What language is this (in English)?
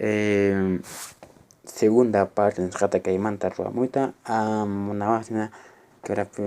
Quechua